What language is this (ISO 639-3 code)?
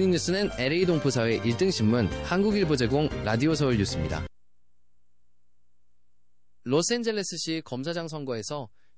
kor